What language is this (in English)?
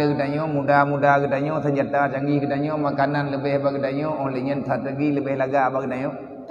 Achinese